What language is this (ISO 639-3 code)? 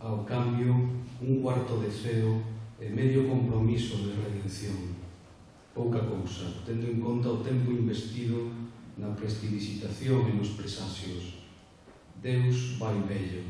glg